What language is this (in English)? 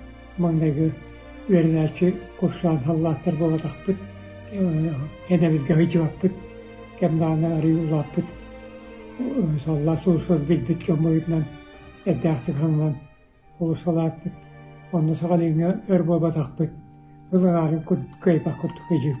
Yakut